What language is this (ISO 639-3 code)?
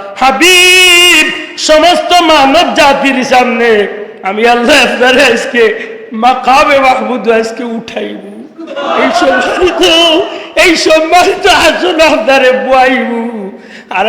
syl